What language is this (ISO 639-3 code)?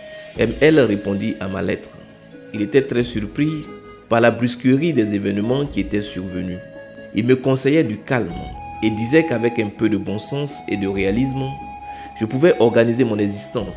fra